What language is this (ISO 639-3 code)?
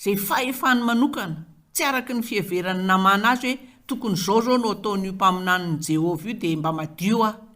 mlg